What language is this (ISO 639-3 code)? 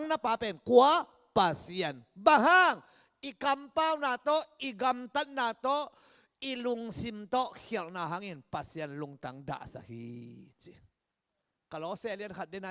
ctd